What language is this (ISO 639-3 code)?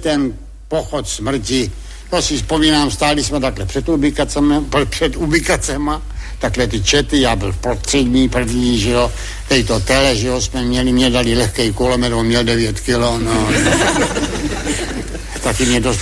ces